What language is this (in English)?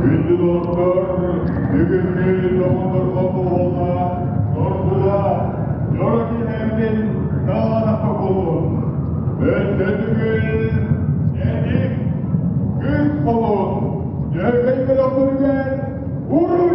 Yakut